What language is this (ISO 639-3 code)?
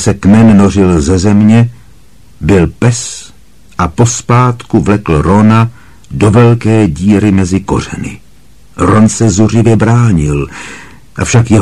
ces